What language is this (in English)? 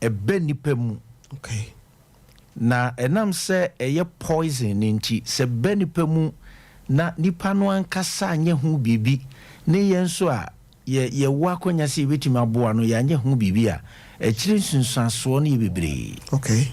Akan